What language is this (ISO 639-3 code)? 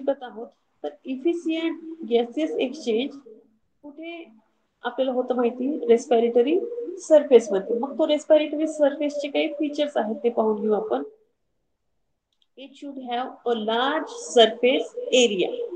mar